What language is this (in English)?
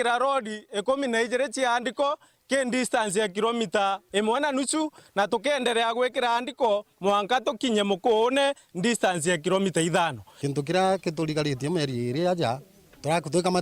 Meru